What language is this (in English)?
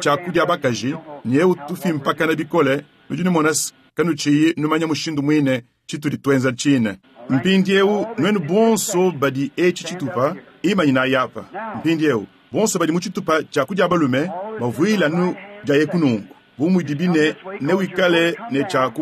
Luba-Lulua